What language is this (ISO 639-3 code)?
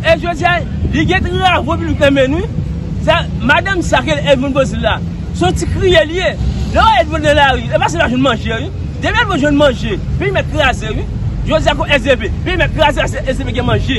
hat